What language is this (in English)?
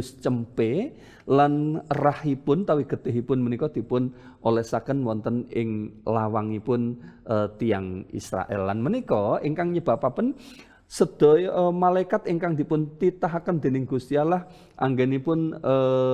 Javanese